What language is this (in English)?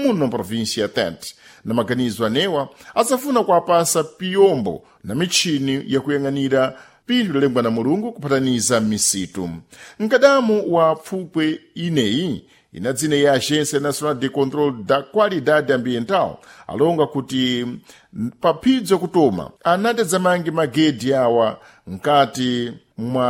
Sena